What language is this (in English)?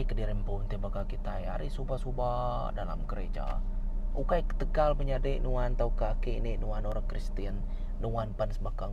Iban